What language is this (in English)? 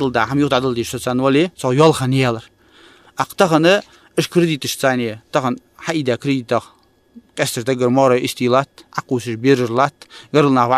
Ingush